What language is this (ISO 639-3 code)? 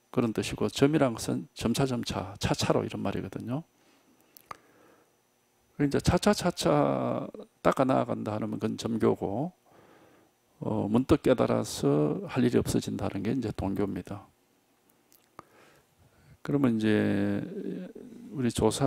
kor